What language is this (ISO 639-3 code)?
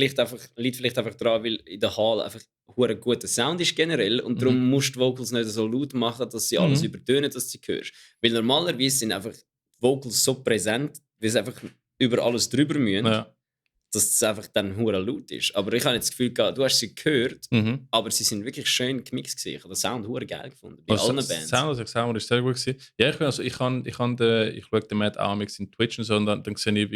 gsw